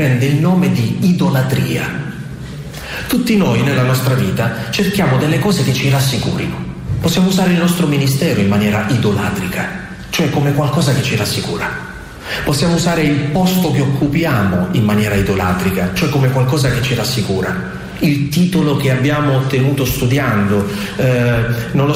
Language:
Italian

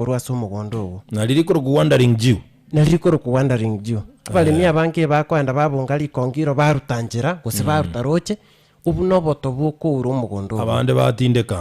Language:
Gusii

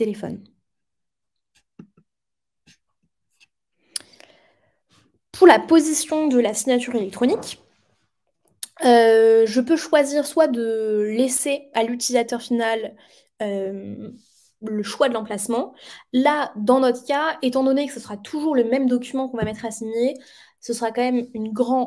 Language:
French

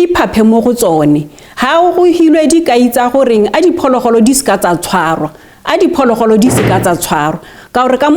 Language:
Tswana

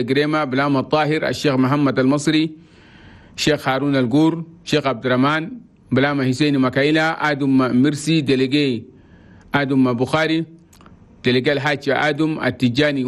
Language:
Chadian Arabic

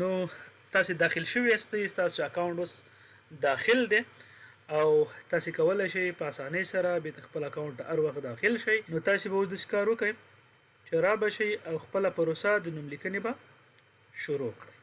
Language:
Pashto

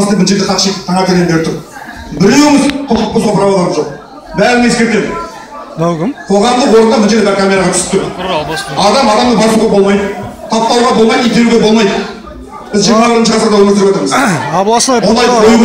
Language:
Kazakh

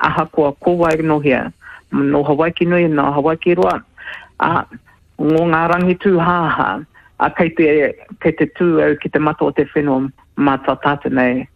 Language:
Māori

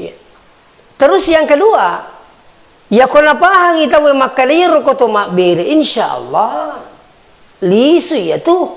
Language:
Buginese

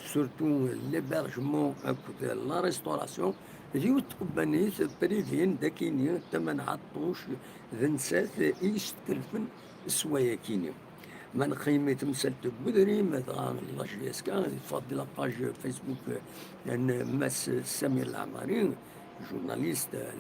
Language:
Kabyle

